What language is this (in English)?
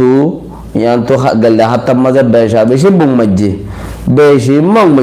Rohingya